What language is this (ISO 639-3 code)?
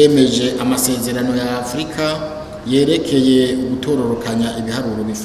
run